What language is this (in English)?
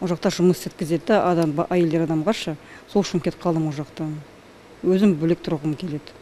Kazakh